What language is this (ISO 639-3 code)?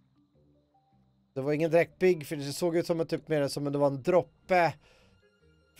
swe